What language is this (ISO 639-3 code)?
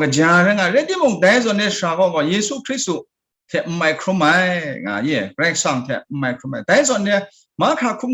kac